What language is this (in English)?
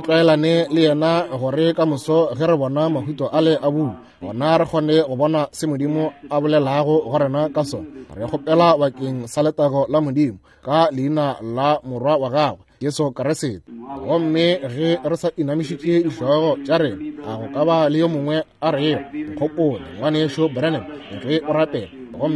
Northern Sotho